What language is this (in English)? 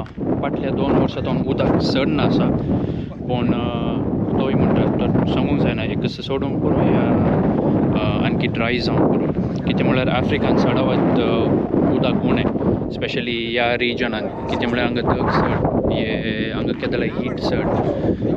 Konkani